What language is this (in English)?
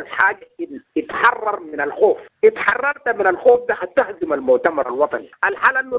Sudanese Arabic